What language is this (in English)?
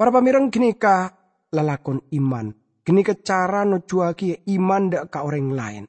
Madurese